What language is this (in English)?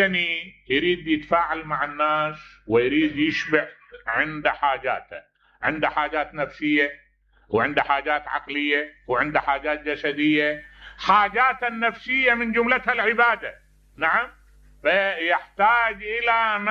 Mesopotamian Arabic